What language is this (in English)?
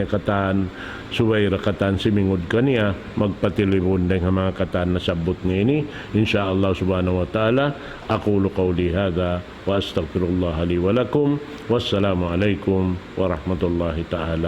Tausug